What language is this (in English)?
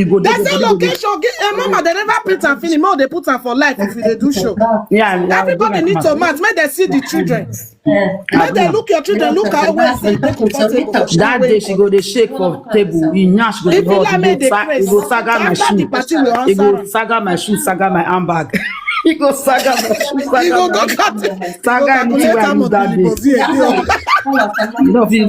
Nigerian Pidgin